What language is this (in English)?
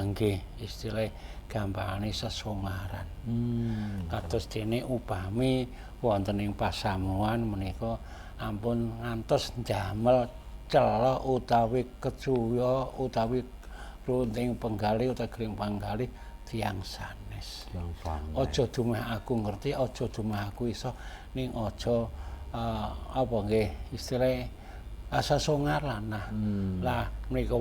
Javanese